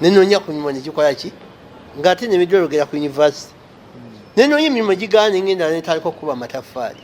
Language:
Ganda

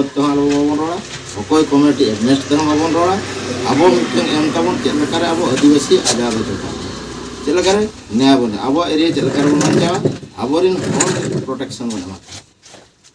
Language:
Santali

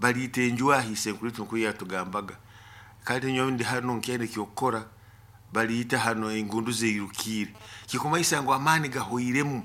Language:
Nyoro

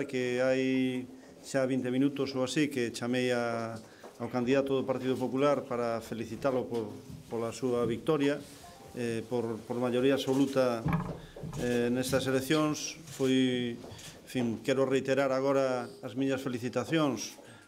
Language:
Galician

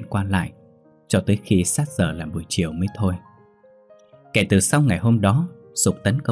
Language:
Vietnamese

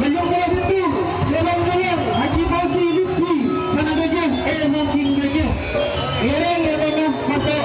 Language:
Madurese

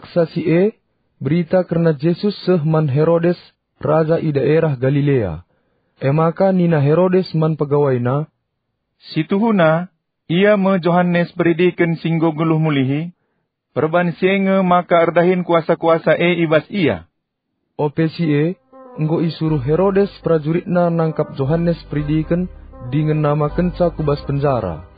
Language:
Batak Karo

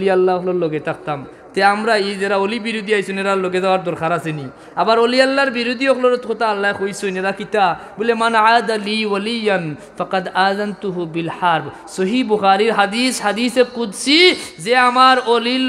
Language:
Sylheti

